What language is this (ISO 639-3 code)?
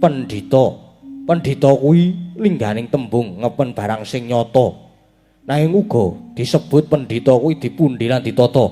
jav